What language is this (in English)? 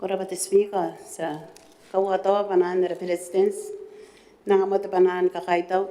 Gilbertese